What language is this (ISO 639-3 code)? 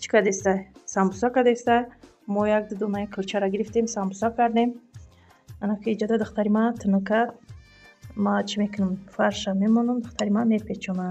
tgk